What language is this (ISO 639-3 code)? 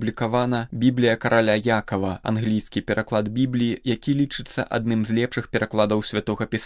bel